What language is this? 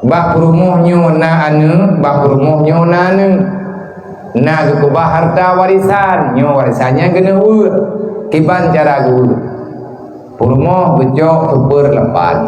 Achinese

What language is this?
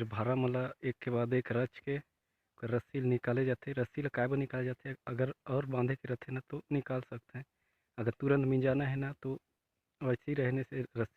Chhattisgarhi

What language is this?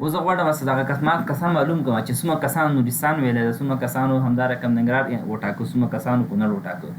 Pashto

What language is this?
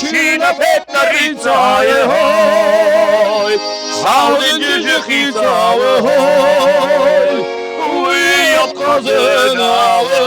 Ossetic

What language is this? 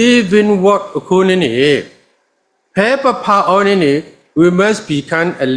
S'gaw Karen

